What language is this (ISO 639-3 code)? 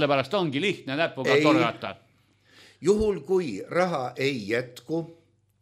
est